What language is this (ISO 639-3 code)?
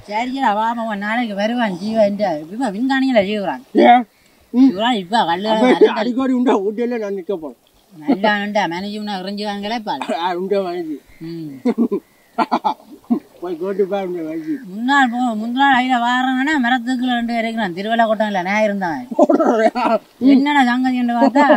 tam